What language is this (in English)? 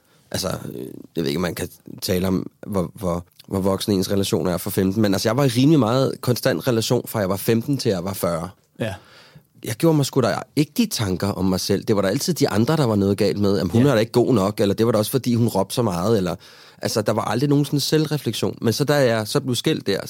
Danish